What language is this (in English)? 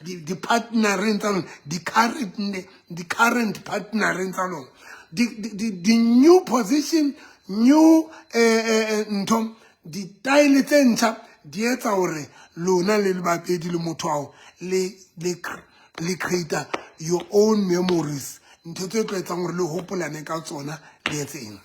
Southern Sotho